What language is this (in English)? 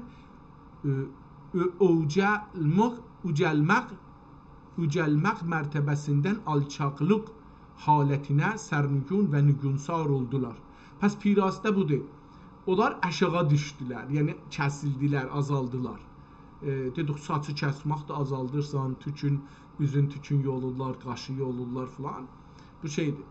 South Azerbaijani